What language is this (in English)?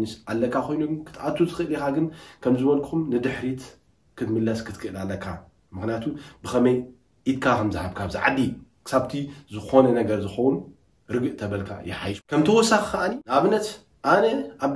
Tigrinya